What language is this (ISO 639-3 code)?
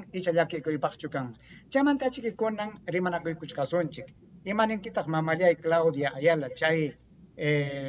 quy